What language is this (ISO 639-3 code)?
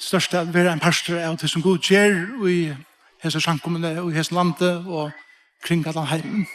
fao